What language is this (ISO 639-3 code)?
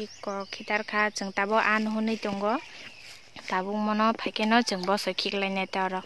trp